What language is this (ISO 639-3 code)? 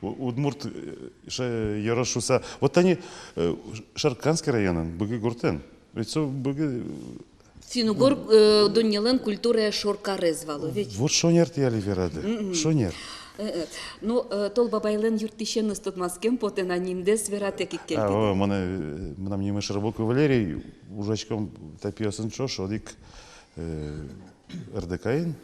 udm